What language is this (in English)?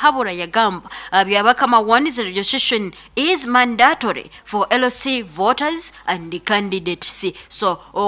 Nyoro